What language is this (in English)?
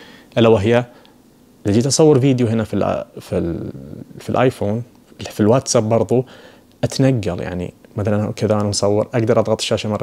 Najdi Arabic